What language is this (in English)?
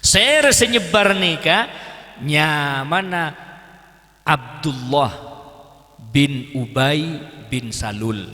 Madurese